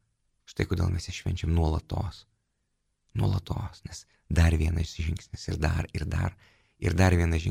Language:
Lithuanian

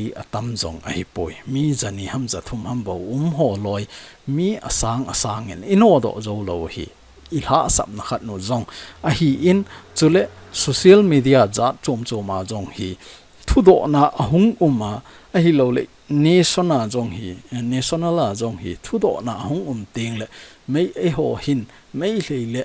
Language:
Thado Chin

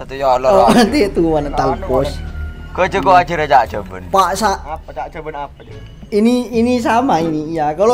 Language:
Madurese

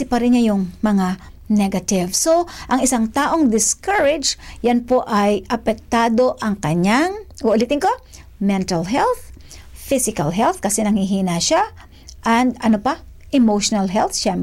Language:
Filipino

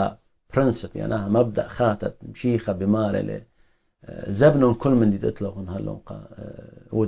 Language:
Assyrian Neo-Aramaic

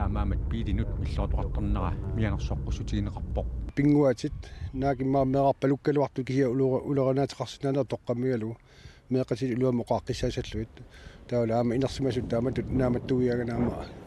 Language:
Kalaallisut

